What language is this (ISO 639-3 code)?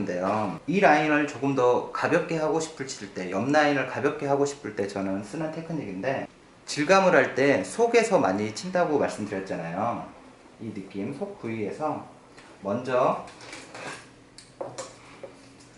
kor